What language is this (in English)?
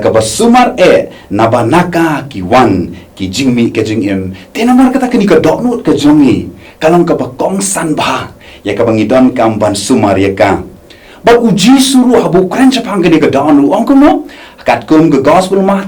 Khasi